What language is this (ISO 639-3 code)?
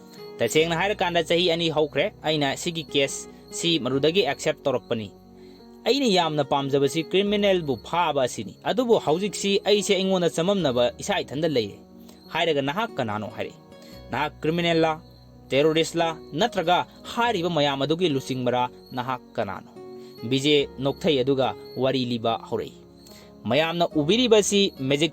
mni